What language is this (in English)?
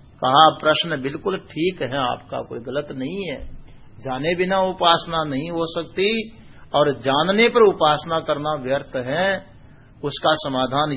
Hindi